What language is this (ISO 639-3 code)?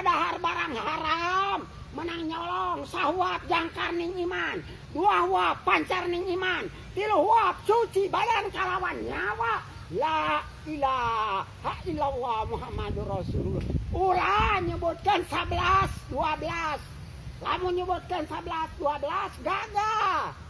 sun